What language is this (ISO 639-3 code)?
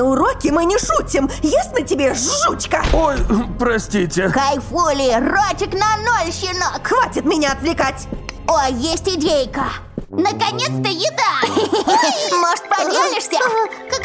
rus